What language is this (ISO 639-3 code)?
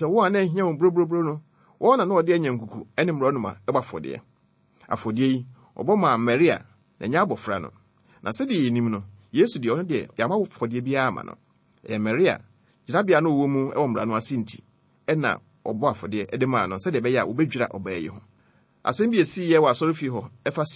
aka